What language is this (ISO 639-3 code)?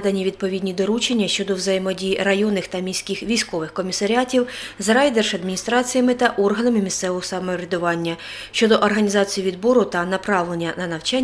ukr